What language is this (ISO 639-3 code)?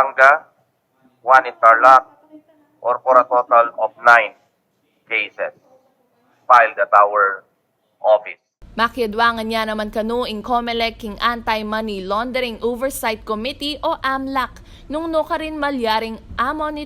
pam